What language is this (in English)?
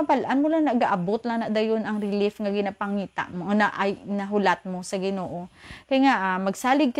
Hiligaynon